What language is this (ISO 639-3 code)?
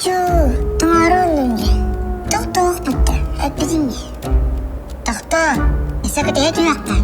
sah